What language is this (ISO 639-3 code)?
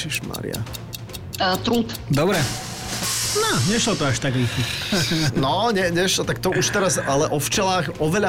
slk